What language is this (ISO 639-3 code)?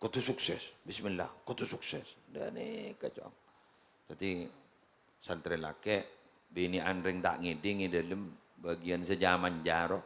mad